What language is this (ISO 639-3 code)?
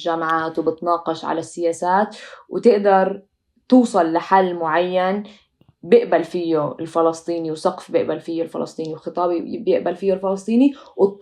apc